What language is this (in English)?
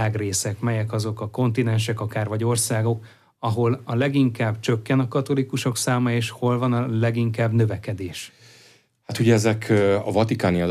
Hungarian